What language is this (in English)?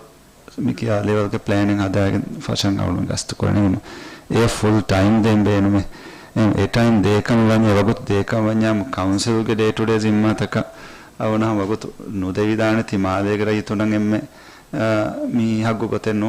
Divehi